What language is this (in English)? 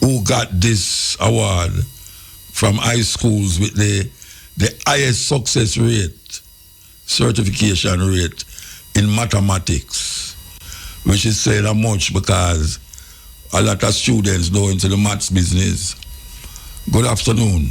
Jamaican Creole English